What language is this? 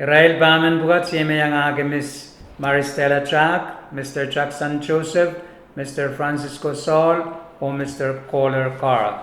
Pohnpeian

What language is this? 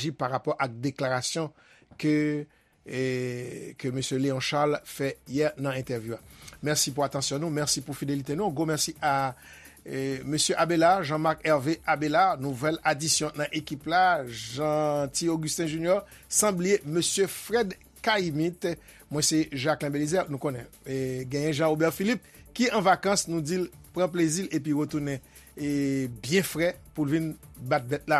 Haitian Creole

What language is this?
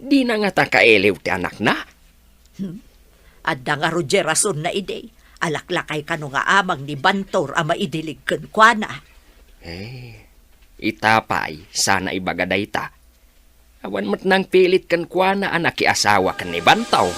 Iloko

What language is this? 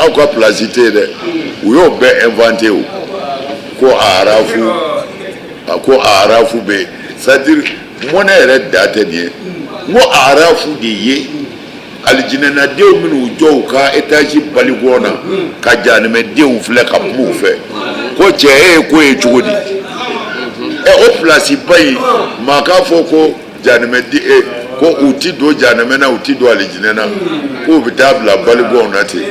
Bambara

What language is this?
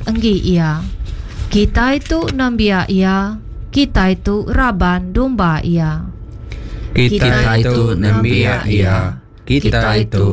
Iban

